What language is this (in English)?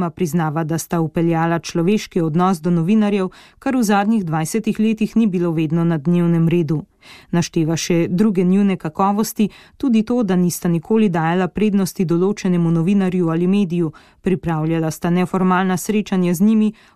Slovenian